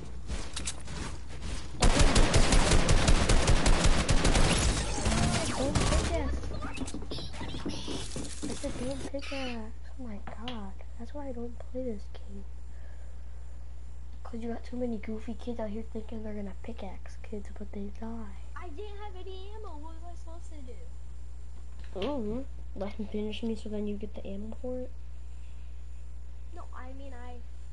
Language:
English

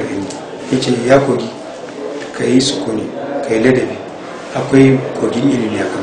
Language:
Hausa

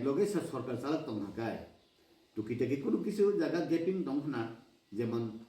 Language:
Kok Borok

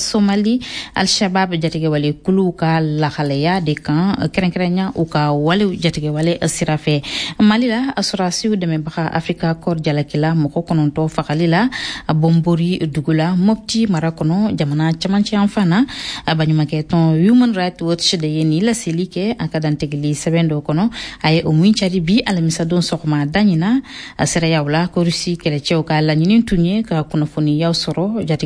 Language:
Bambara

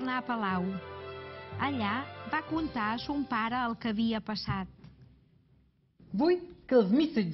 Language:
Catalan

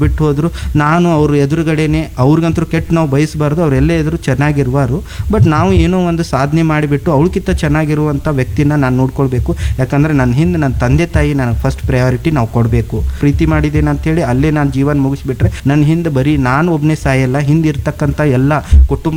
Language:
Kannada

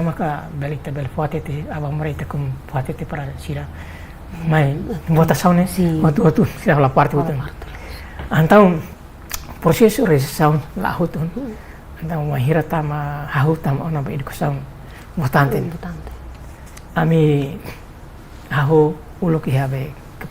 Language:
Tetum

